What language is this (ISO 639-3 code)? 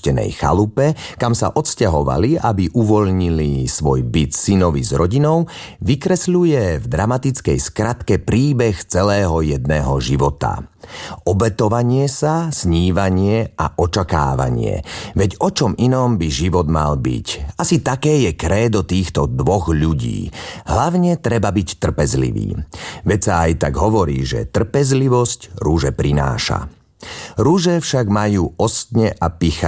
slk